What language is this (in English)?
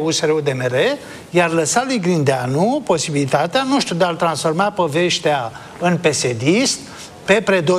Romanian